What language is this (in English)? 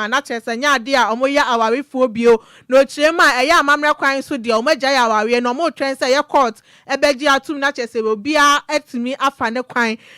Akan